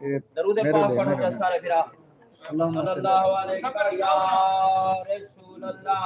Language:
Saraiki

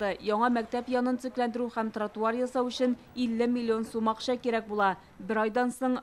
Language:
Tatar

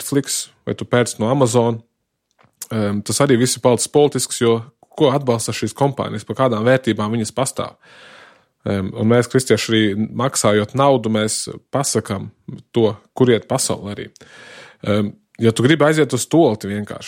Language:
Latvian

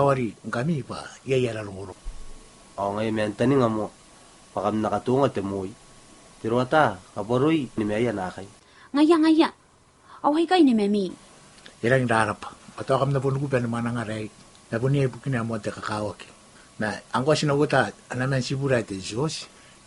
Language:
Gilbertese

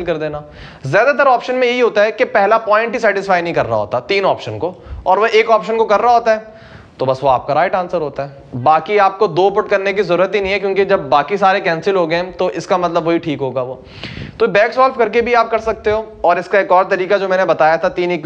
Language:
Hindi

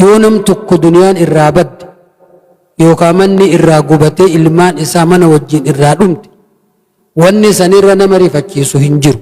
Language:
Oromo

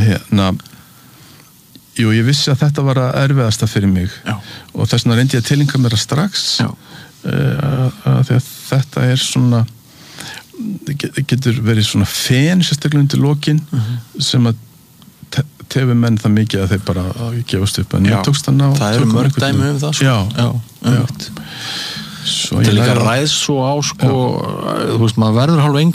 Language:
Icelandic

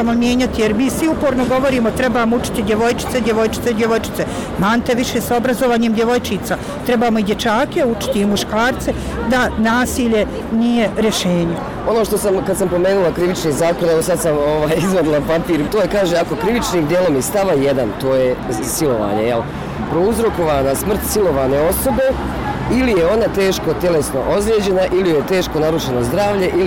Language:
Bosnian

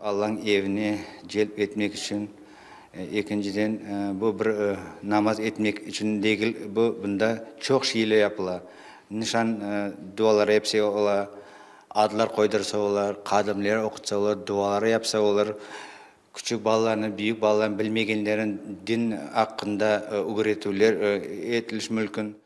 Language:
Crimean Tatar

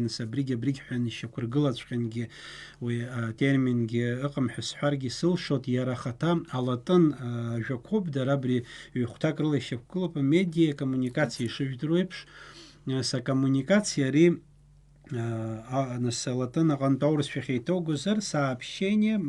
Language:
Abkhazian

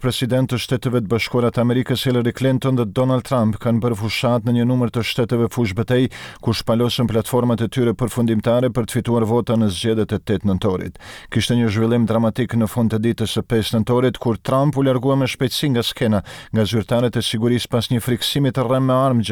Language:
Albanian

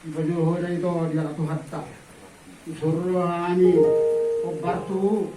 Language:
Batak Toba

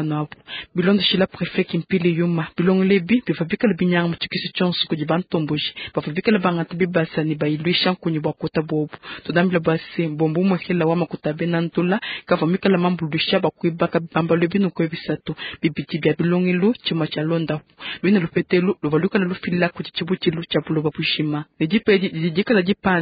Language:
Luba-Lulua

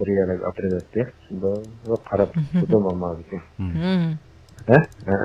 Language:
Uyghur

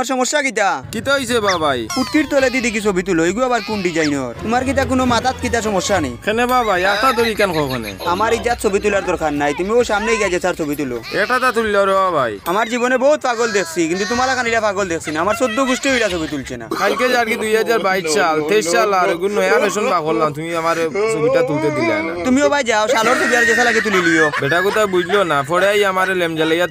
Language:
Sylheti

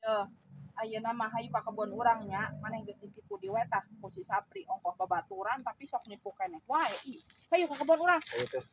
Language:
Sundanese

